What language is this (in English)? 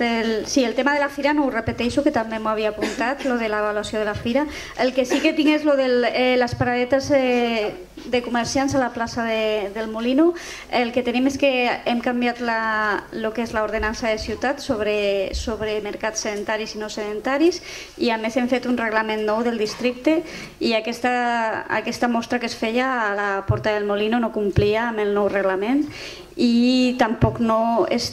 Catalan